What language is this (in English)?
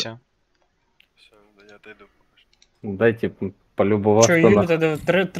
Russian